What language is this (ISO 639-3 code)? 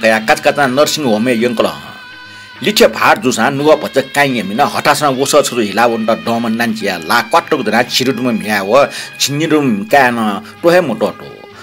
new